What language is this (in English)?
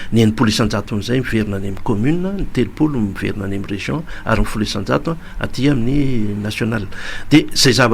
Malagasy